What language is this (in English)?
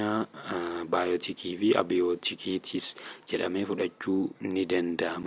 Oromo